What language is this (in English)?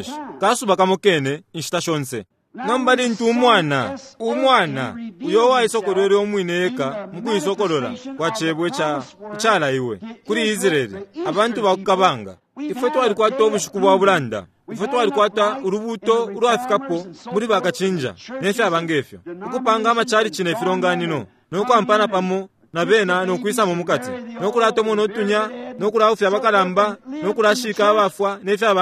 Bemba